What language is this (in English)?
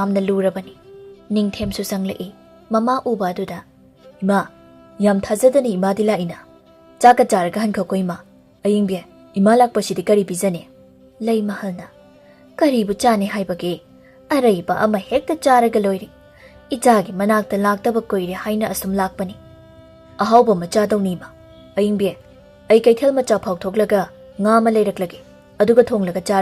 Manipuri